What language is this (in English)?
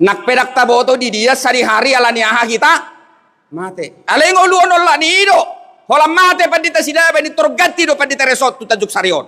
Batak Toba